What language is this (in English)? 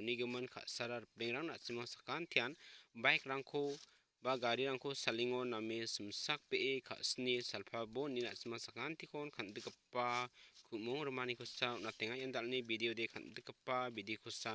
Garo